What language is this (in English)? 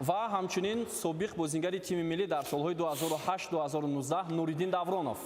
Tajik